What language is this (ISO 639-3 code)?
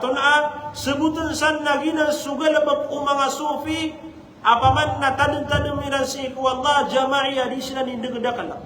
mrw